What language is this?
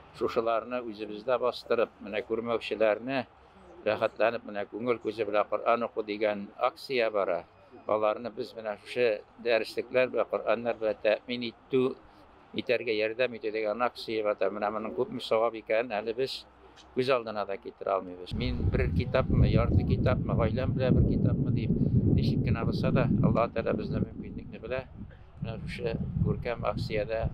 Tatar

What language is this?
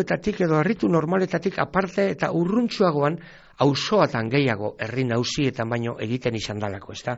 Basque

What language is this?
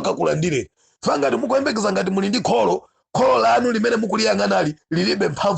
Nyanja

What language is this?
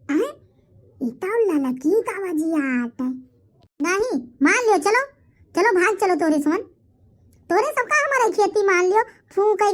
Awadhi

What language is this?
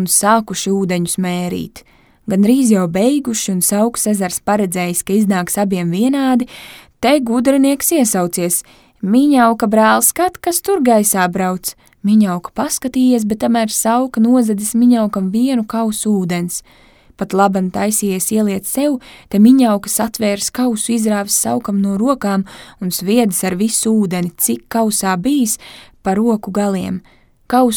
Latvian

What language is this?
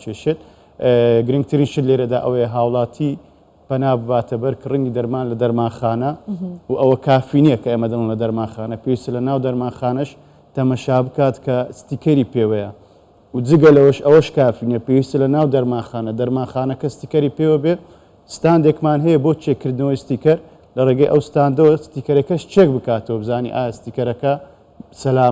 Central Kurdish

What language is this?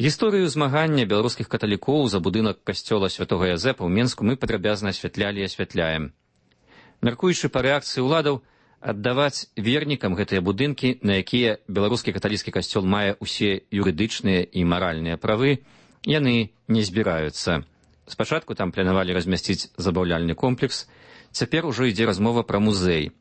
Belarusian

